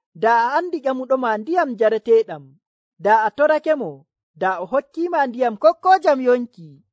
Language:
Nigerian Fulfulde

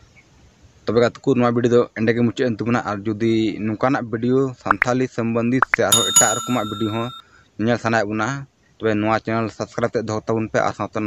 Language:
Santali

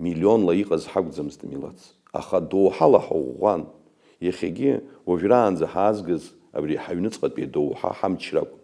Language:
Abkhazian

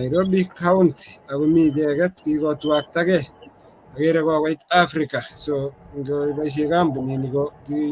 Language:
Kalenjin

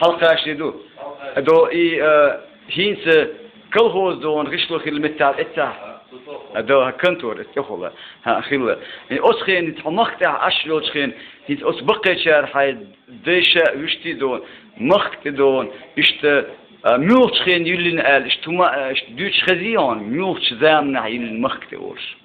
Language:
Chechen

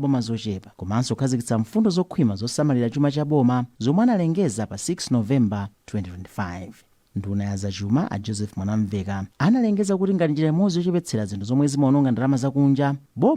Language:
Nyanja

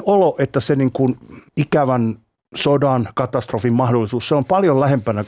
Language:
Finnish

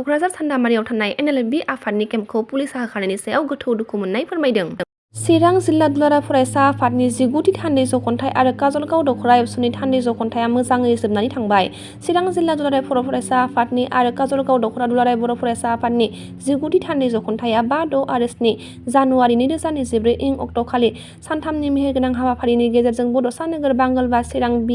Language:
Bodo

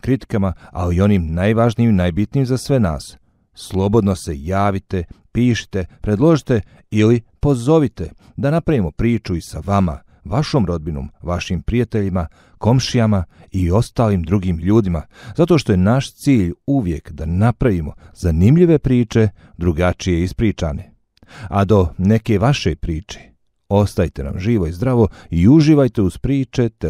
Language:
Bosnian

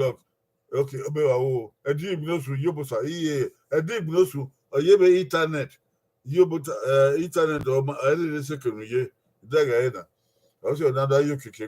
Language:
Bini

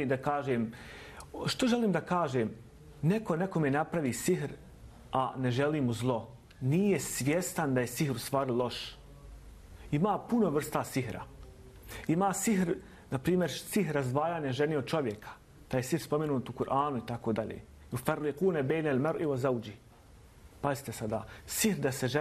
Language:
Bosnian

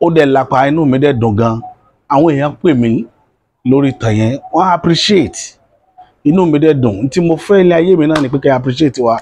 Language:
Yoruba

